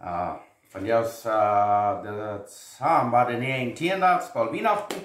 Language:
Plautdietsch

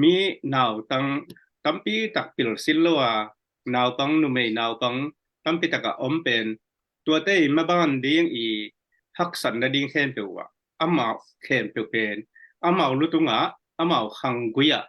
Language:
Tedim Chin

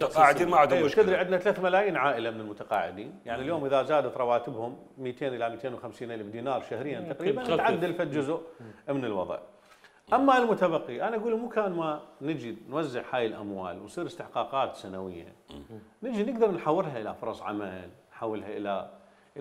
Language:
Mesopotamian Arabic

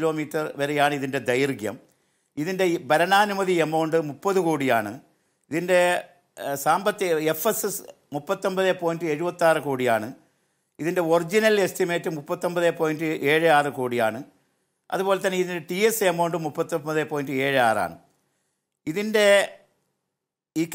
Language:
Malayalam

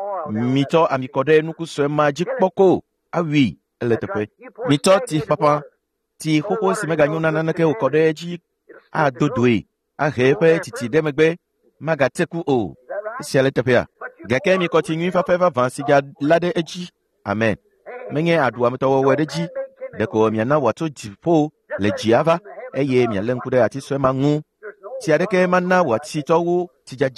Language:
Ewe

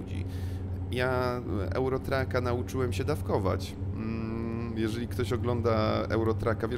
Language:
Polish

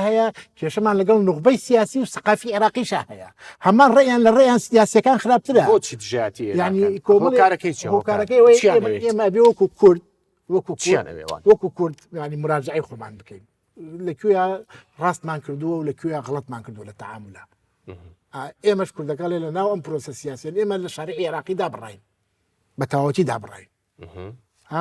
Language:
Central Kurdish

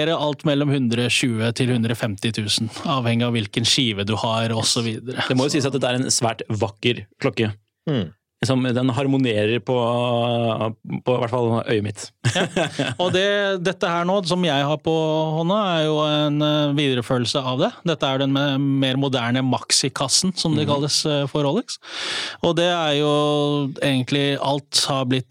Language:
Norwegian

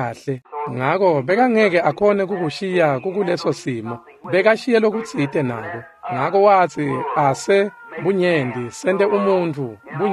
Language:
Swati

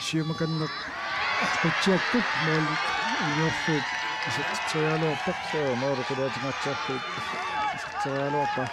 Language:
Kalaallisut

